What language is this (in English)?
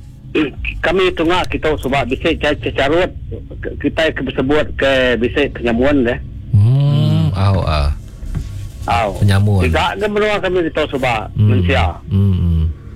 Iban